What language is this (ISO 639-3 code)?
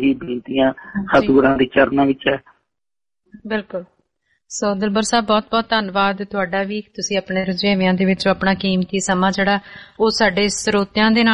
pan